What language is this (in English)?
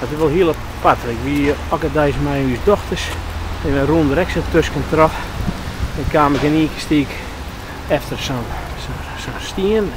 Western Frisian